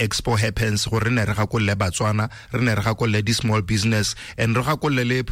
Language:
Tswana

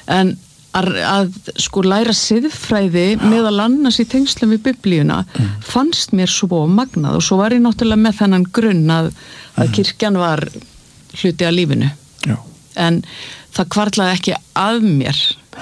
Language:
Icelandic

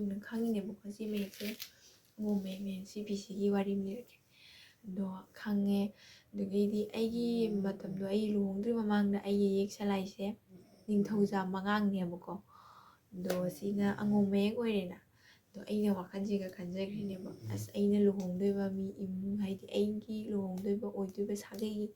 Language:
Manipuri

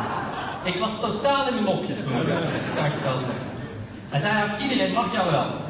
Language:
Dutch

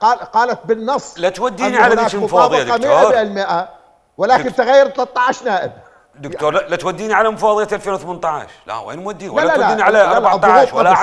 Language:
Mesopotamian Arabic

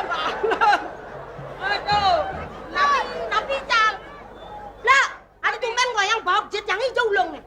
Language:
Balinese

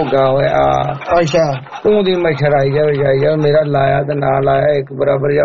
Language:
Punjabi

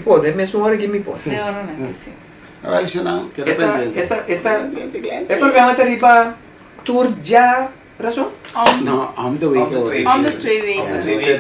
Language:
Papiamento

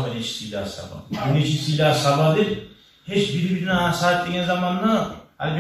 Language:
Kumyk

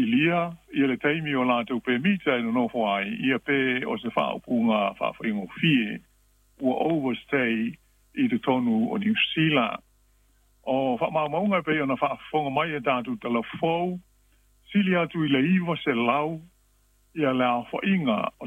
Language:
Samoan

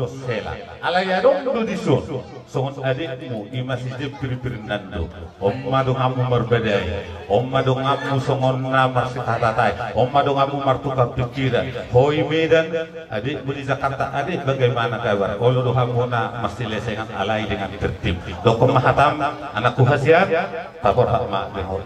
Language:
Batak Toba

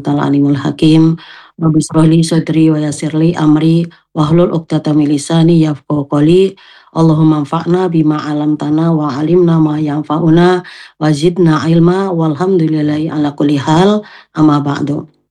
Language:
Indonesian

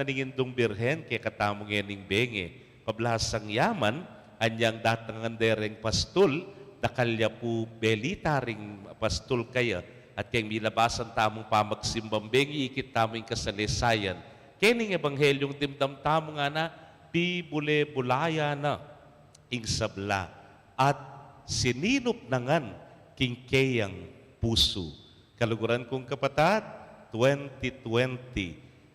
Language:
Pampanga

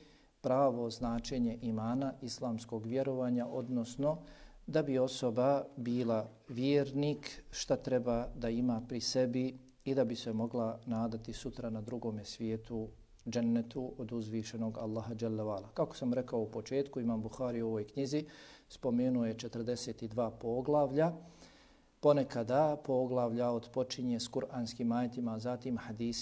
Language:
Bosnian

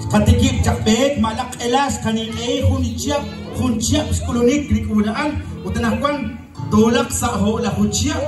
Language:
Kekchí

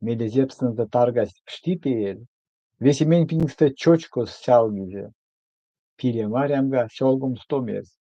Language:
Erzya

